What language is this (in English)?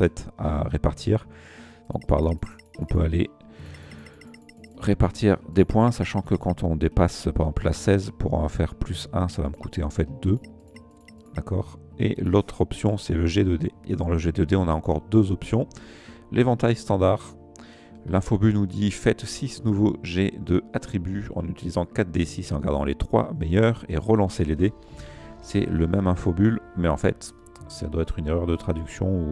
French